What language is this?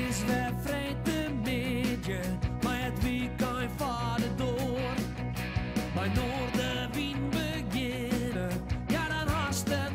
Western Frisian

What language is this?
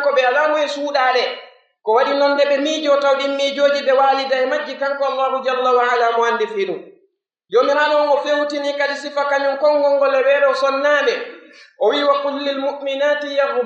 Pular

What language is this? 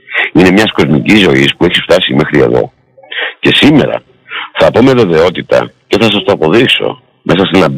Greek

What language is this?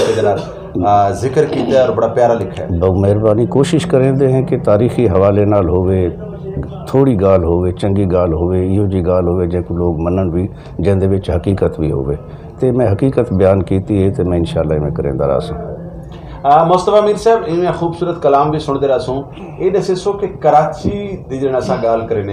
Saraiki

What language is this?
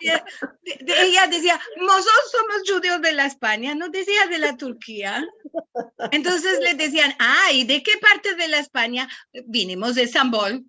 Ladino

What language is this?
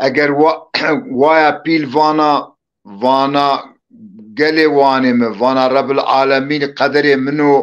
Zaza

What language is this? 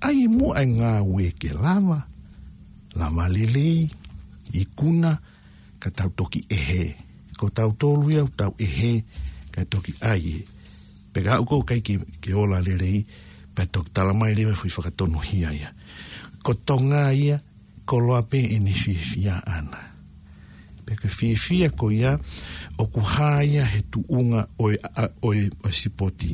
Tongan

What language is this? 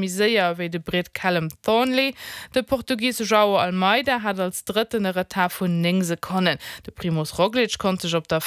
Luxembourgish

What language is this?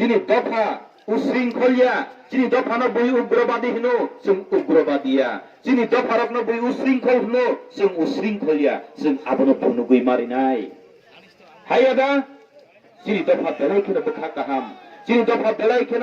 Kok Borok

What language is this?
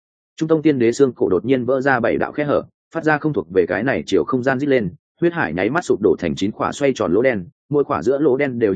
Vietnamese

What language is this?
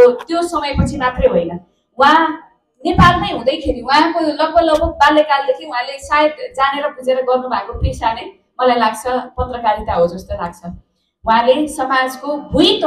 Nepali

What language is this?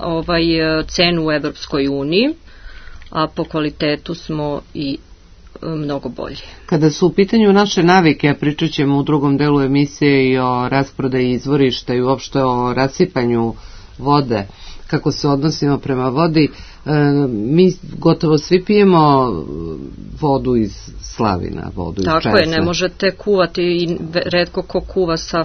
Serbian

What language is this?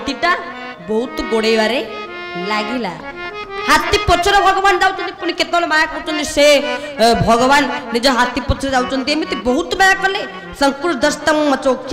Odia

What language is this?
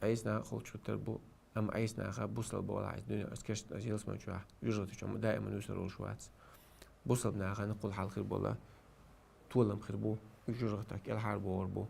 Chechen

